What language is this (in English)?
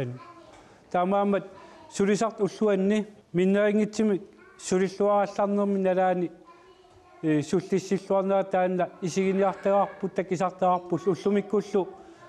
Kalaallisut